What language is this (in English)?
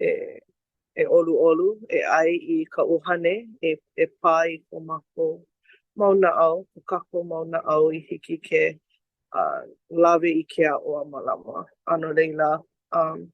Hawaiian